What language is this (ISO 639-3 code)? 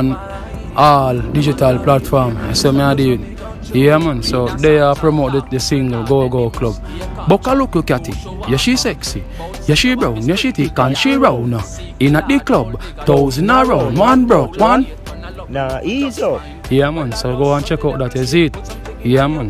jam